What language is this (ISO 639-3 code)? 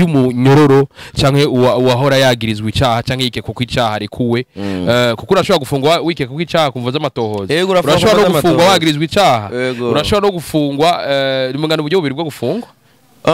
run